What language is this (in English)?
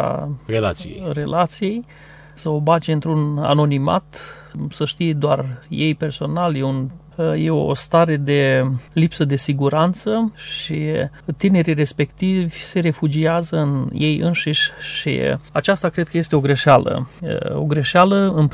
Romanian